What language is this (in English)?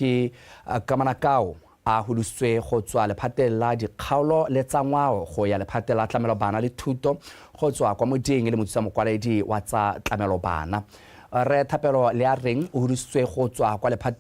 Tswana